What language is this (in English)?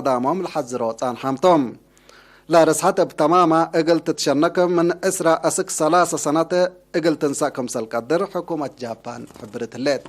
Tigre